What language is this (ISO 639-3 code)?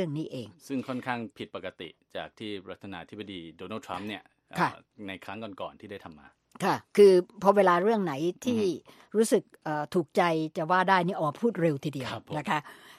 tha